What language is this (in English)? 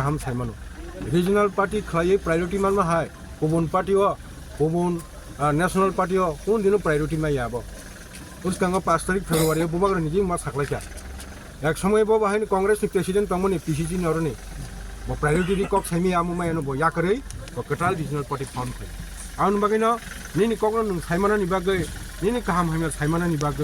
Kok Borok